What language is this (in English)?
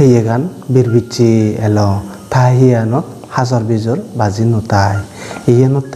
Chakma